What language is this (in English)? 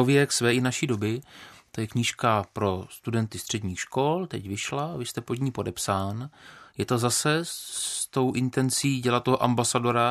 Czech